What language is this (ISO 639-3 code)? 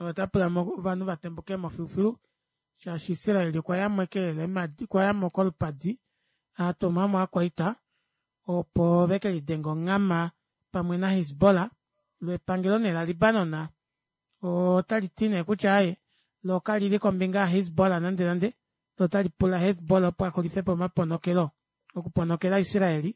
kua